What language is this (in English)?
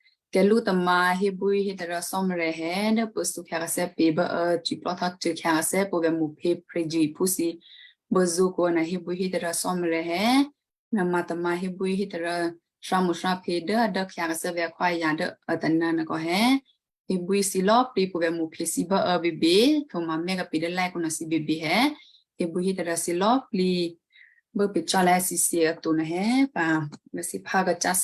Western Kayah